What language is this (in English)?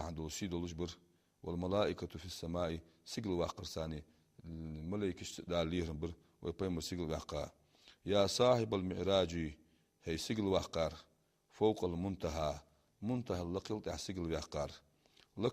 Ingush